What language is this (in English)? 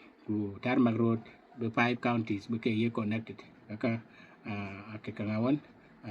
Dinka